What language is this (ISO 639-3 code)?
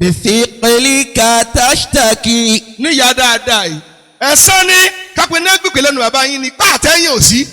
yor